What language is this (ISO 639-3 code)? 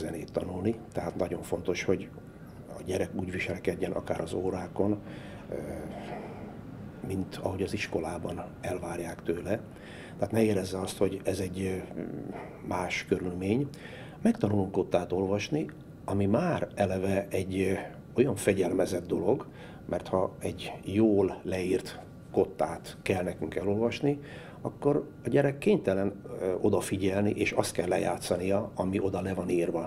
hun